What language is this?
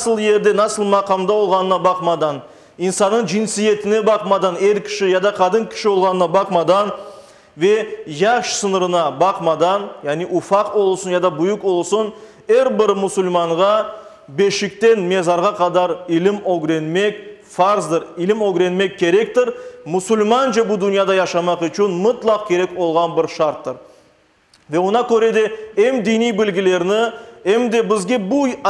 Crimean Tatar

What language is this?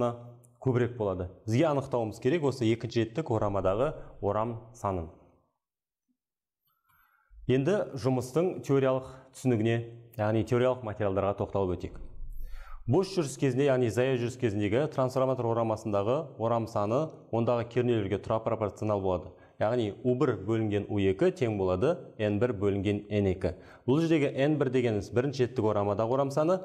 Kazakh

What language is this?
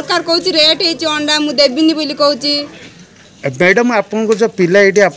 Odia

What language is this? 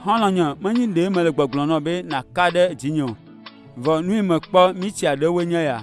Ewe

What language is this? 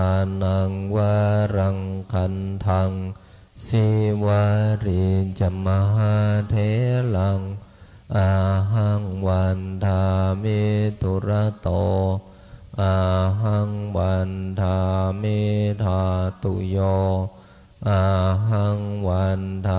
Pali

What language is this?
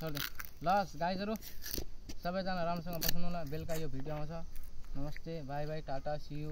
Nepali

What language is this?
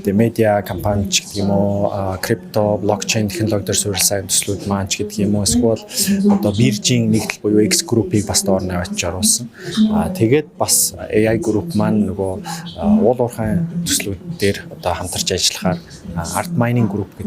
Mongolian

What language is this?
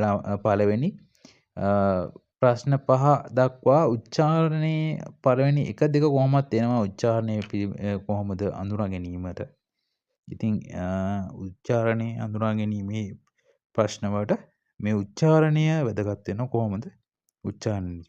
Sinhala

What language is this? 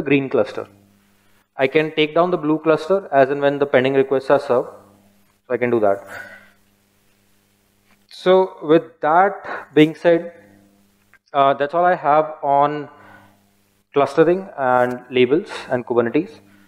English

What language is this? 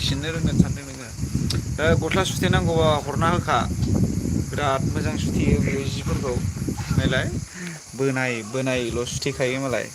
Bodo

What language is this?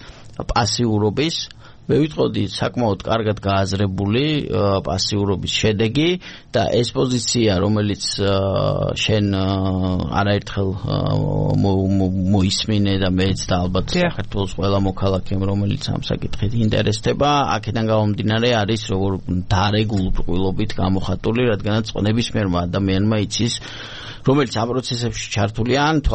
Georgian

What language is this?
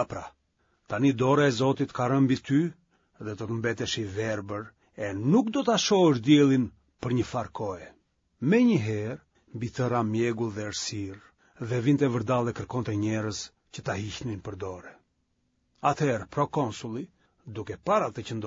Albanian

